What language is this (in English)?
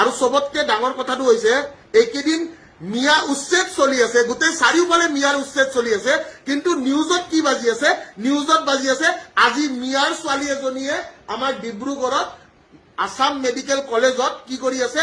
Assamese